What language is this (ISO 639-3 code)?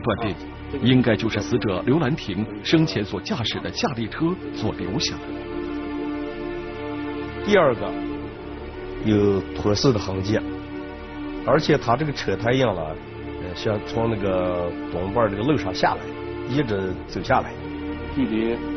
zho